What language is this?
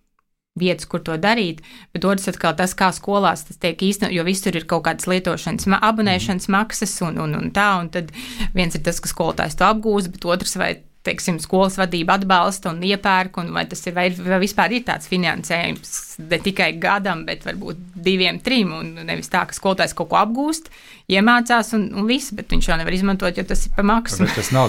Latvian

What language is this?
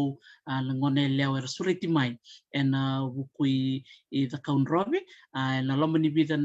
Fijian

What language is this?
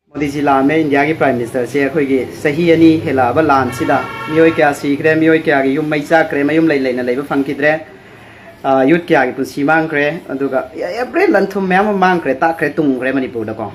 Manipuri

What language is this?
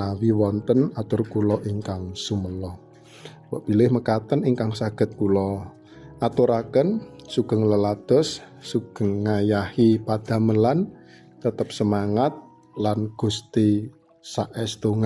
Javanese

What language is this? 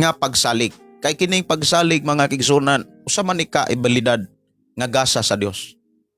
Cebuano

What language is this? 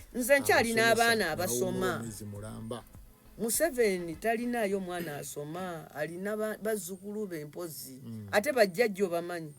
Ganda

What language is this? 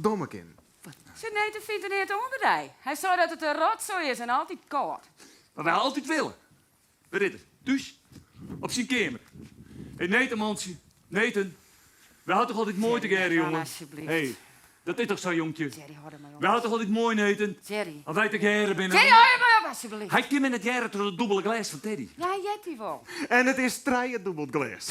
Western Frisian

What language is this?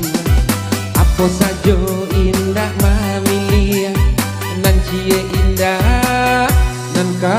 Minangkabau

